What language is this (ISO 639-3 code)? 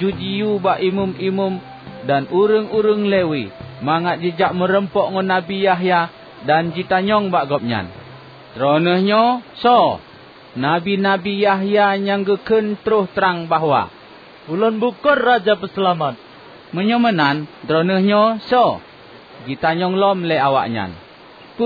ace